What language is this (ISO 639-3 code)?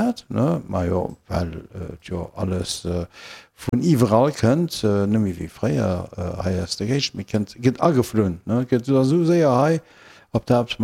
ltz